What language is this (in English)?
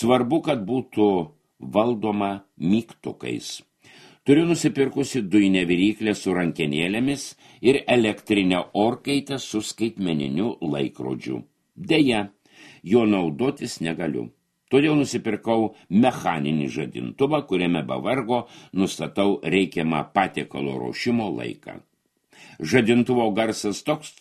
Lithuanian